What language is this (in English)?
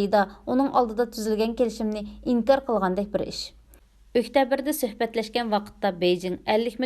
Uyghur